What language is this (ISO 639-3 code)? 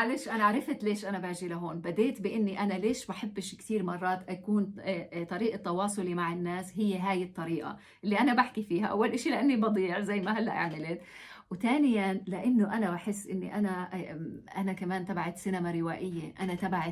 apc